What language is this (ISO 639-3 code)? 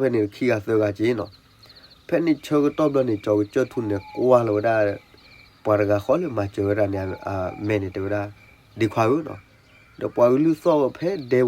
ksw